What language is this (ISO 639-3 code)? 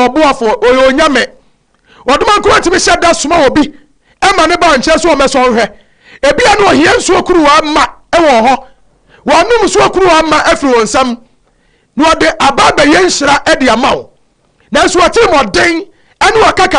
aka